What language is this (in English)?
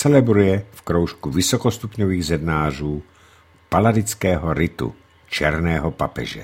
Czech